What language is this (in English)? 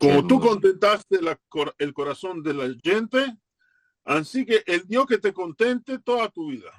Ladino